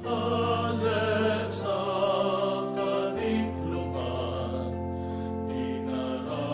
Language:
Bikol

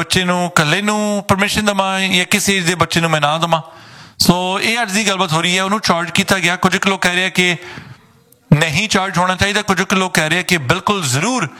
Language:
Punjabi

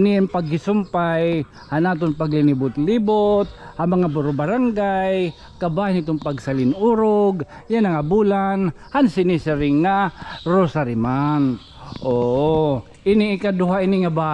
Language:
Waray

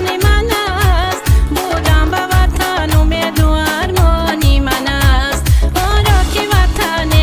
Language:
Tajik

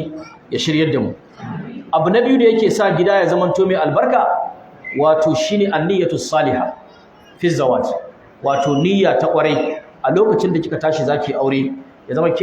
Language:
Hausa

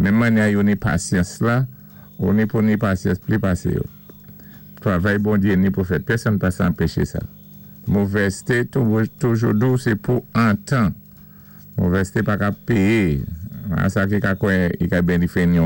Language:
Saint Lucian Creole French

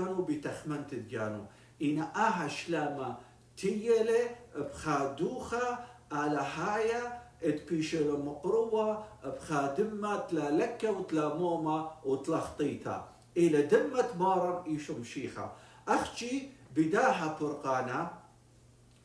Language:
Assyrian Neo-Aramaic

